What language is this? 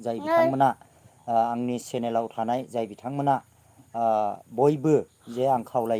Bodo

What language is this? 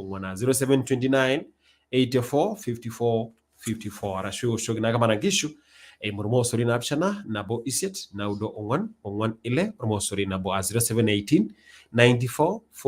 Masai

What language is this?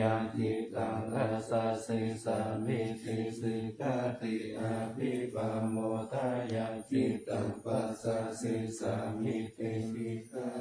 Pali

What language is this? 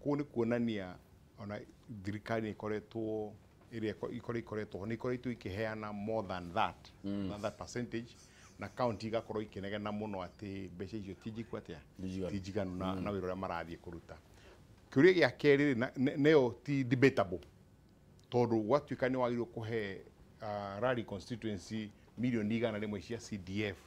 Kikuyu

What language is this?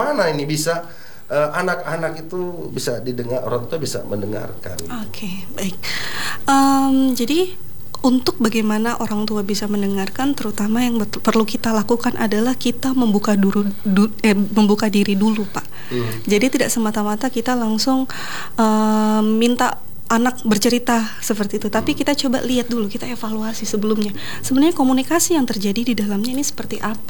Indonesian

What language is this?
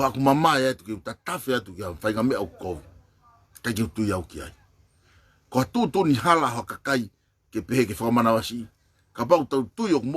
Tongan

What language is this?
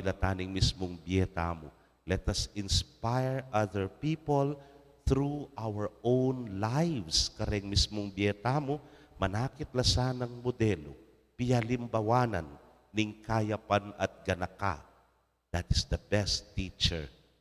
Pampanga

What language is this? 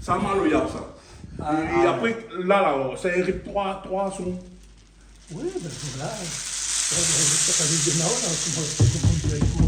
Réunion Creole French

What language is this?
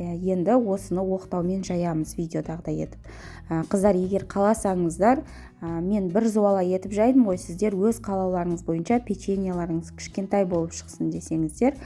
Kazakh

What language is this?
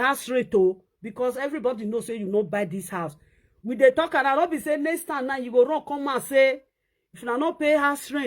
Nigerian Pidgin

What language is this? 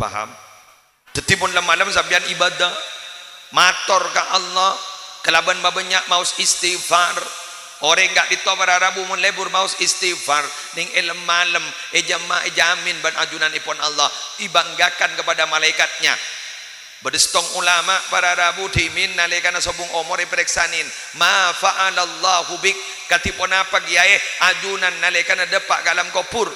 Madurese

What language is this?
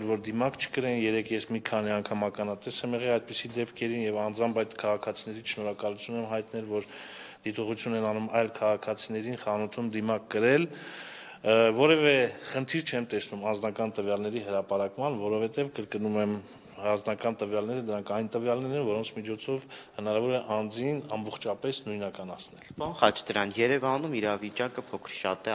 Armenian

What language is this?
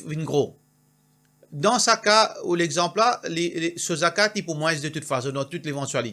Morisyen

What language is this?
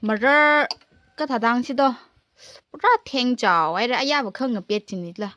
Tangkhul Naga (India)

